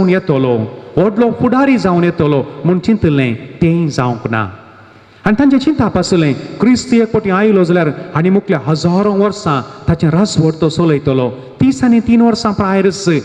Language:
Konkani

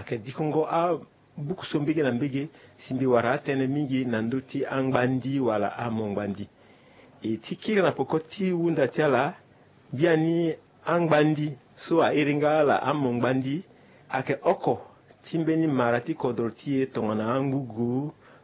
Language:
Sango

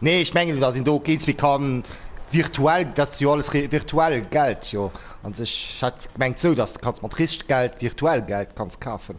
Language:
Luxembourgish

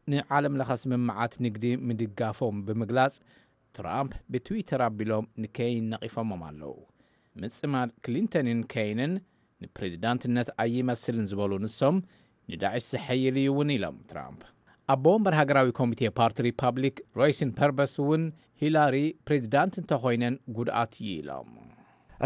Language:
Tigrinya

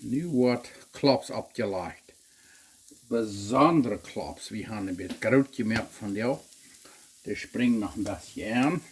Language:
Plautdietsch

